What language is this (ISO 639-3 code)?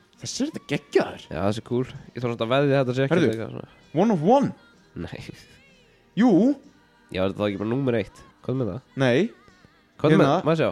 isl